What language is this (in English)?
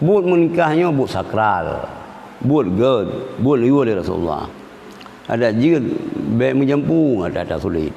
Achinese